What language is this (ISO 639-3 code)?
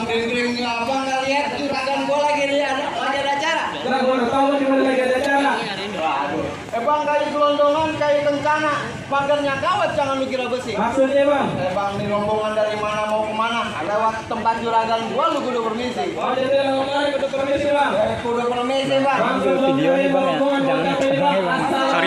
bew